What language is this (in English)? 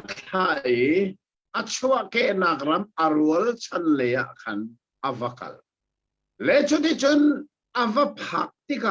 Hakha Chin